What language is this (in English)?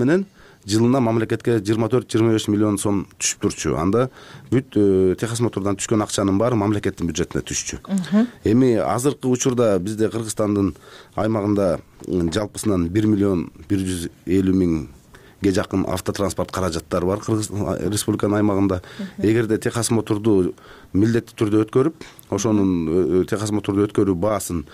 Kyrgyz